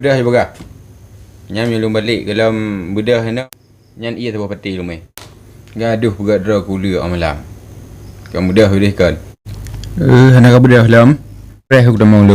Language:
Achinese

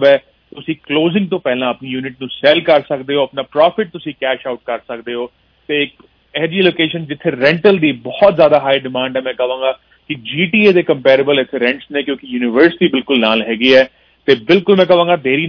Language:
Punjabi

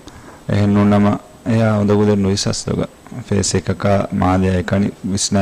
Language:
Divehi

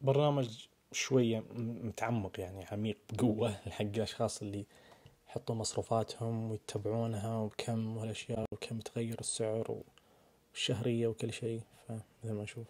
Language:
Najdi Arabic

